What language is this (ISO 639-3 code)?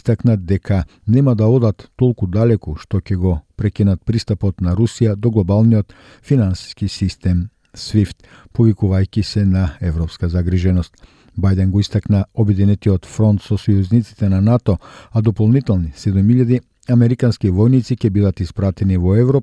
mkd